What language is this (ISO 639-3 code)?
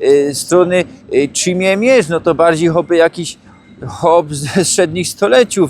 szl